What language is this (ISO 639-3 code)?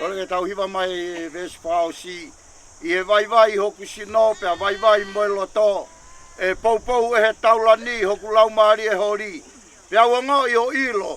ton